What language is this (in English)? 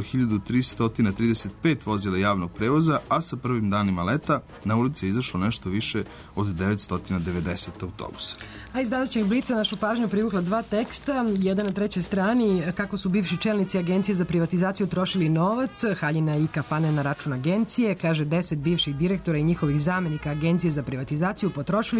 Serbian